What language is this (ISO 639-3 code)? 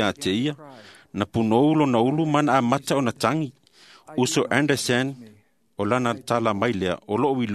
smo